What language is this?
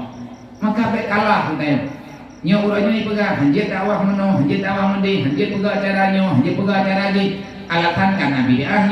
Achinese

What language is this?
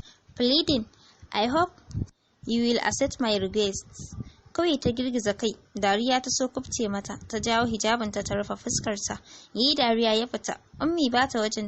Hausa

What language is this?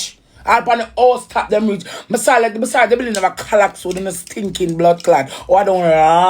Jamaican Creole English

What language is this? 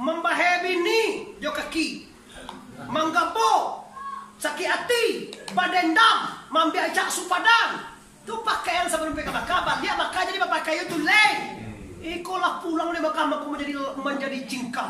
Minangkabau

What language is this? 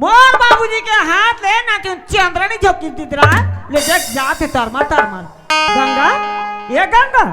Chhattisgarhi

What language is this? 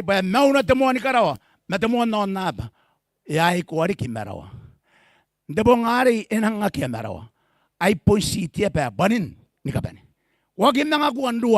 Gilbertese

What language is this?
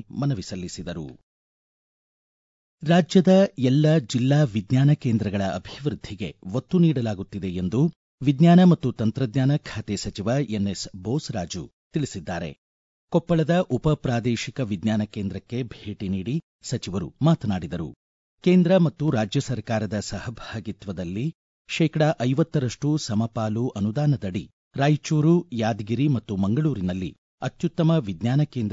Kannada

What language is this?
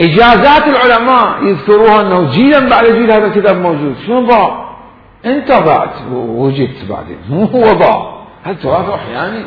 Mesopotamian Arabic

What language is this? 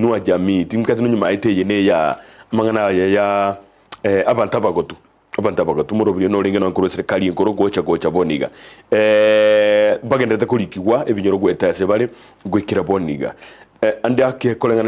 Gusii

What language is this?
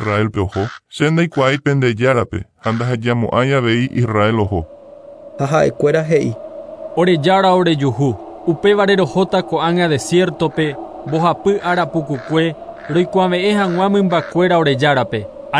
Guarani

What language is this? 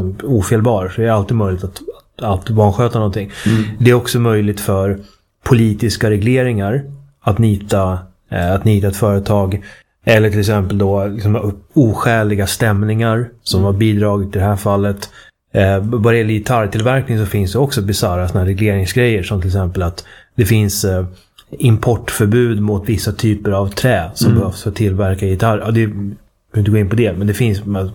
Swedish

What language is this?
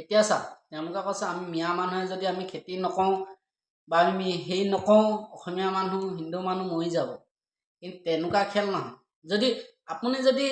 Assamese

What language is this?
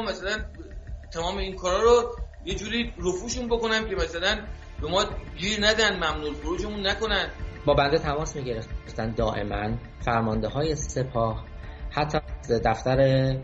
Persian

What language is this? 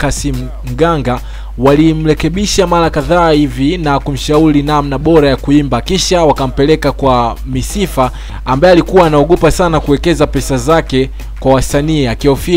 Swahili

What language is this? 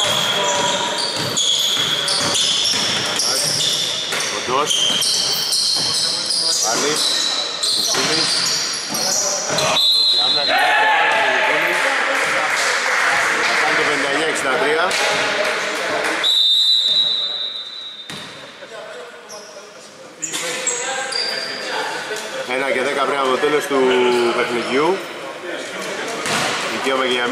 Greek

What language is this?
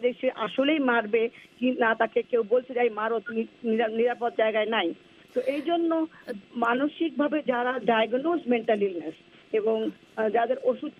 Bangla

